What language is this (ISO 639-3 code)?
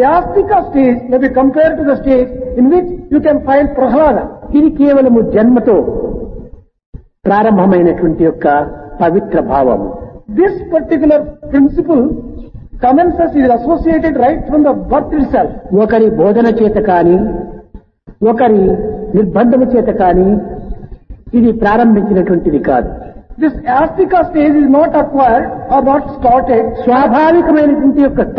tel